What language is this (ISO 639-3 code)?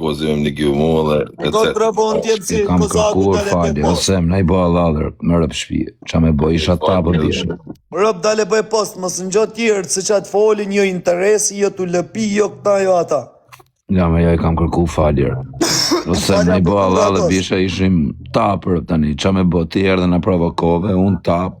sqi